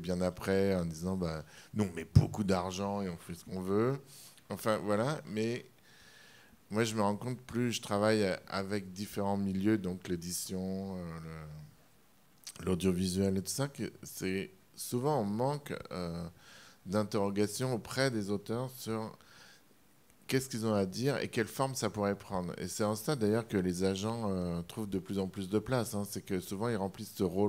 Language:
French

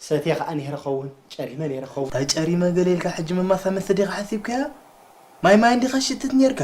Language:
Tigrinya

